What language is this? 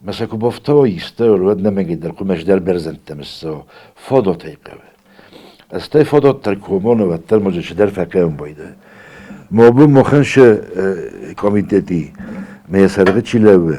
Ossetic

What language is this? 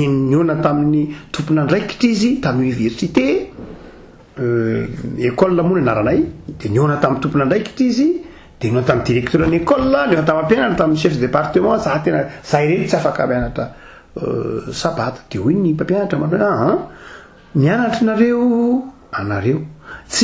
Malagasy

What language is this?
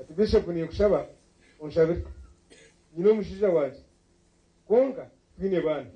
Nyankole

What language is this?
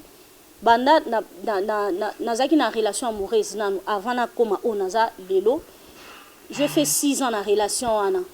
Lingala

